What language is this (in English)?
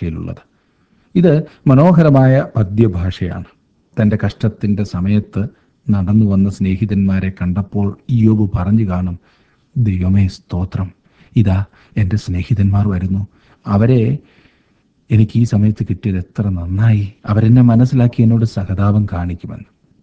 Malayalam